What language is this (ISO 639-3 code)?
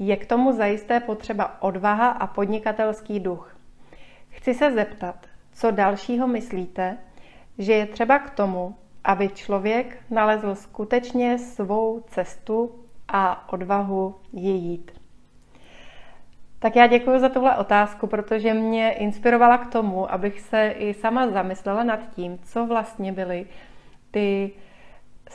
ces